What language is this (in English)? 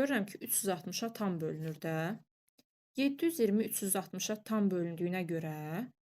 Azerbaijani